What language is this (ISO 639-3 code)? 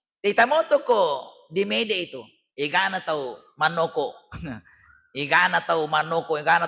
bug